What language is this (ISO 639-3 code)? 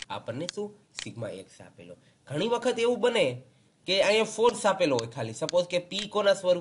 guj